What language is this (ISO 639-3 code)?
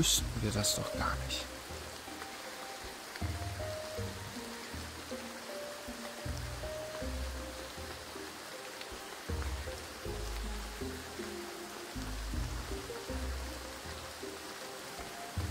deu